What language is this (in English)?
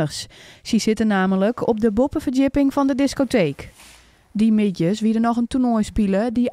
Western Frisian